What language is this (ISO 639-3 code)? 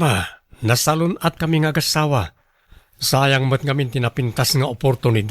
ilo